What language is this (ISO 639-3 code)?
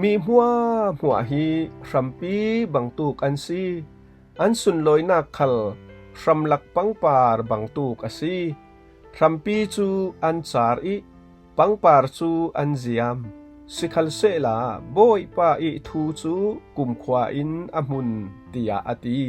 cfm